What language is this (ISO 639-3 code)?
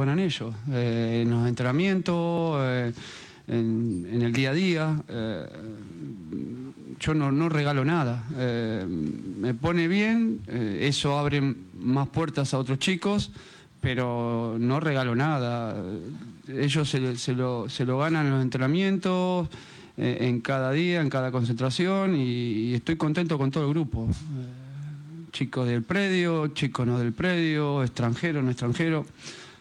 spa